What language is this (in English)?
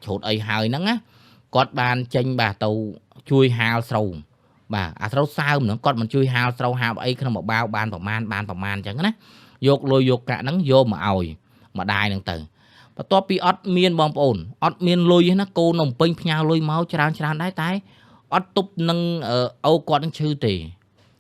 Khmer